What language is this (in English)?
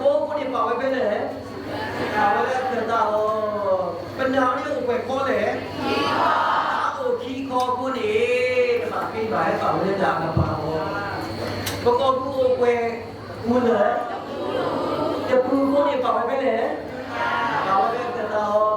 S'gaw Karen